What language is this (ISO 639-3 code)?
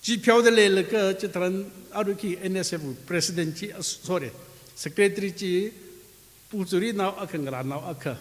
nmf